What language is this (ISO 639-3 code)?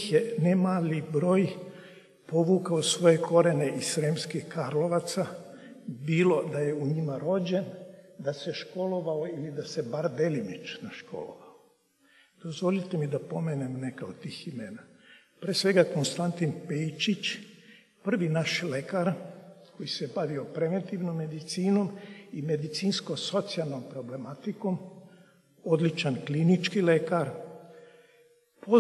srp